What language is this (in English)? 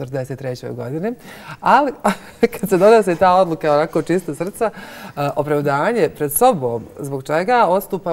Bosnian